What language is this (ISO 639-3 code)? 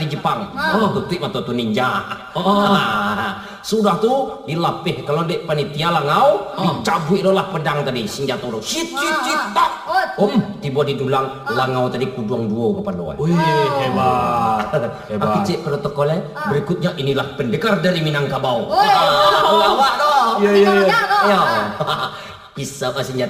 min